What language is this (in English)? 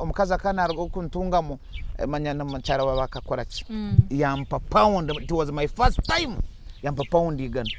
Nyankole